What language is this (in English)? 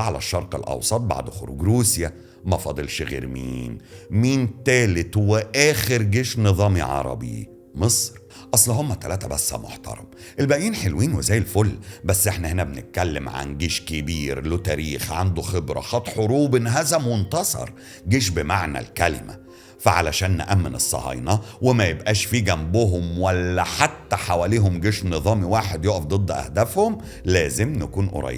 Egyptian Arabic